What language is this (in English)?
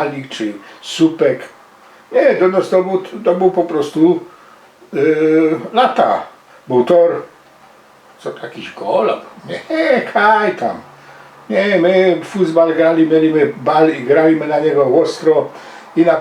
Silesian